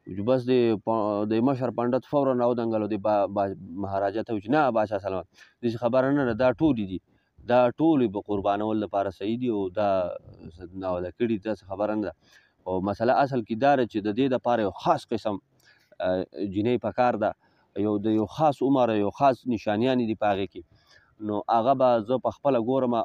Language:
Pashto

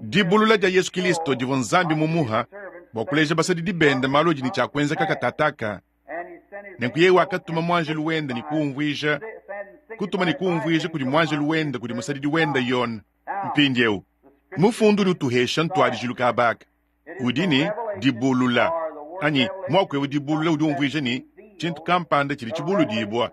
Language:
Luba-Lulua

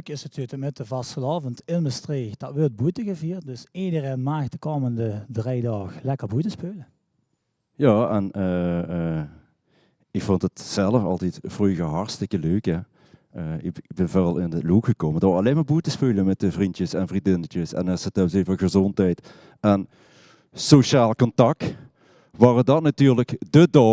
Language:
Limburgish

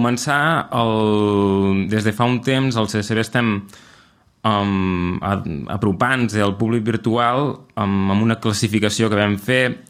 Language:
Catalan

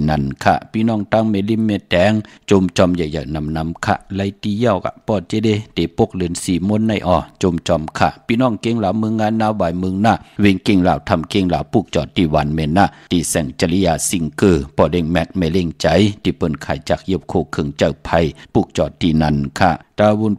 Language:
Shan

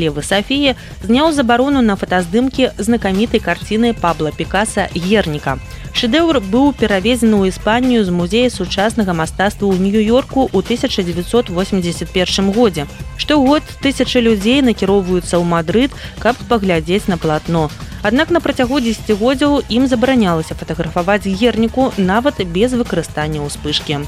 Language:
Belarusian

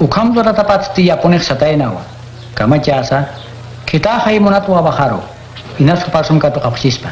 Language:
Aymara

